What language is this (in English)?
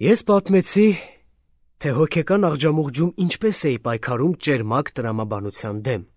Armenian